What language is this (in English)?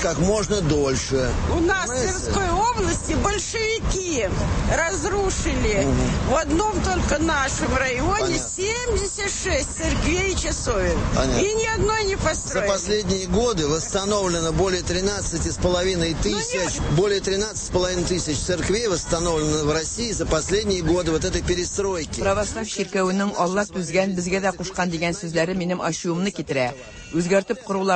Tatar